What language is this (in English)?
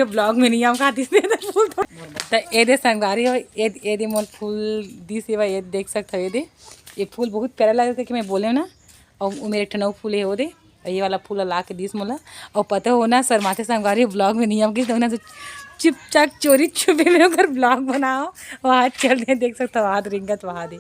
Chhattisgarhi